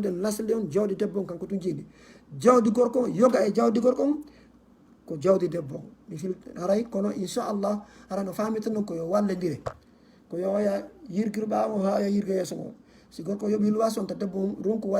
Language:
Fula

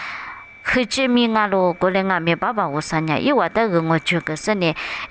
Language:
Lisu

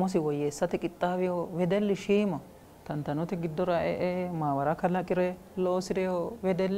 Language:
Sidamo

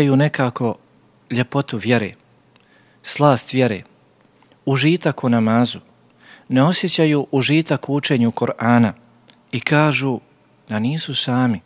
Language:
Bosnian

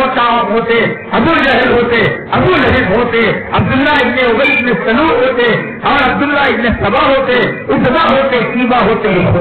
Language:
Urdu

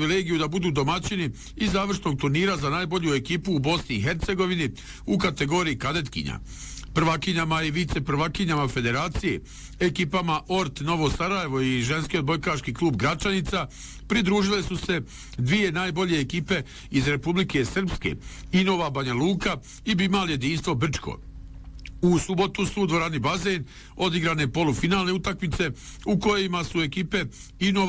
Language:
Bosnian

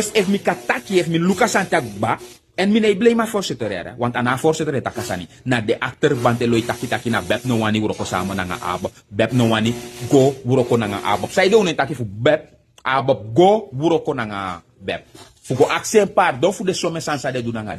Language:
Sranan Tongo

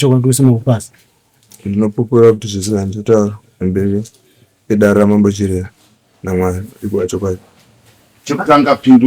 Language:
Shona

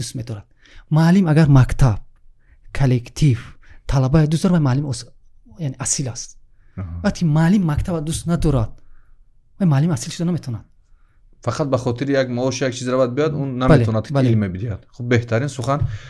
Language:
Tajik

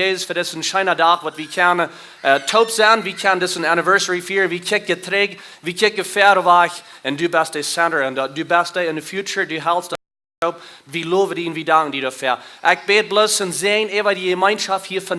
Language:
Plautdietsch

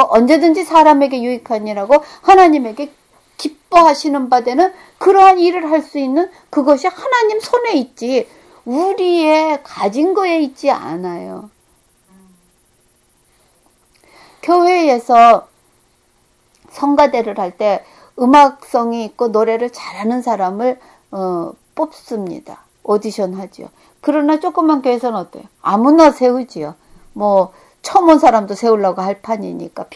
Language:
Korean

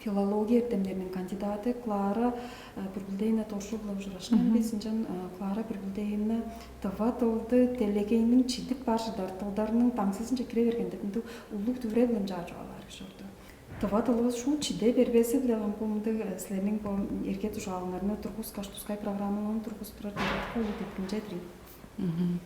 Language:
Tuvinian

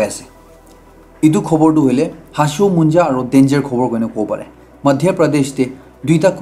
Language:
Naga Pidgin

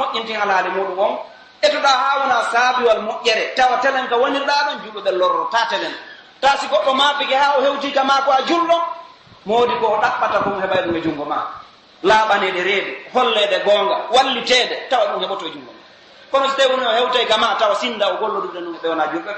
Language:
Pular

